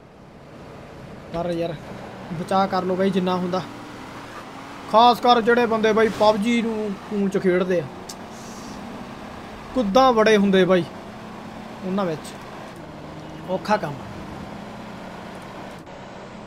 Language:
Punjabi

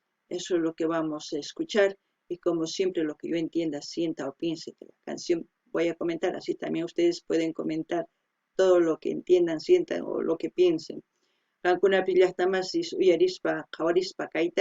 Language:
South Bolivian Quechua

